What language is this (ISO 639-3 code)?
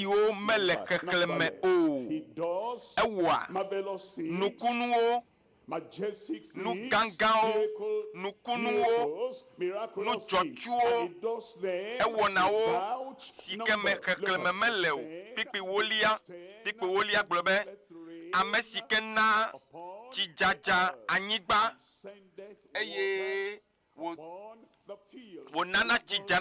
ewe